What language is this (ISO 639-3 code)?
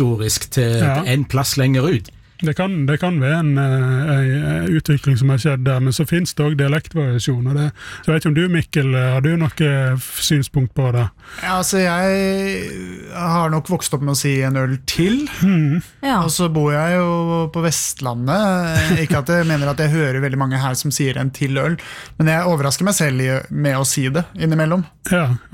nor